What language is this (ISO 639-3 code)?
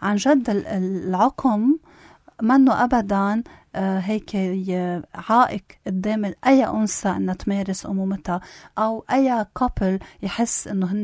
apc